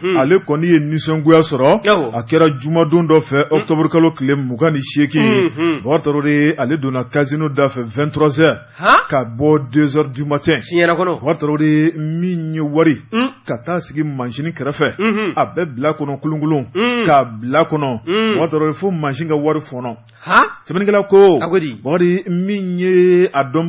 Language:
Bambara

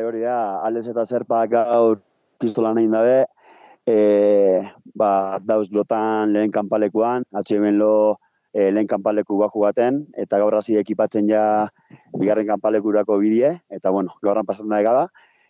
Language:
Basque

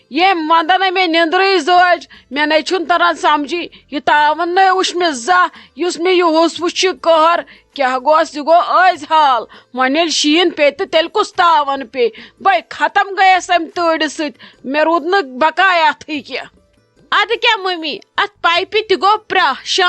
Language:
Kashmiri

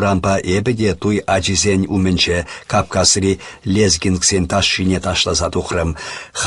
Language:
Chuvash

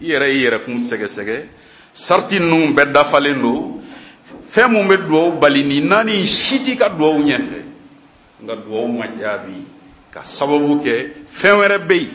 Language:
Bambara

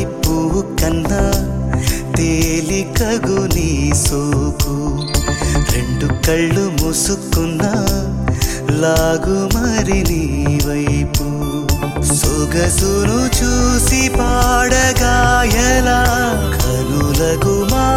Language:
Telugu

